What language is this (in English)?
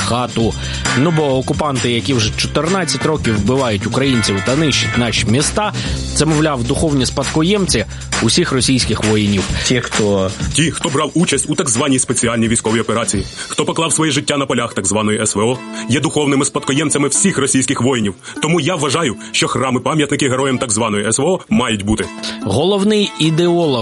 Ukrainian